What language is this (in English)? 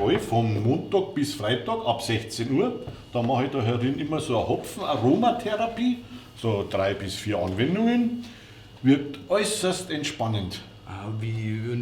Bavarian